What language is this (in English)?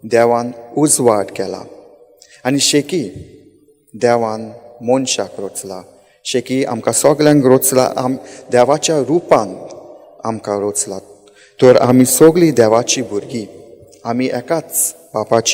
Konkani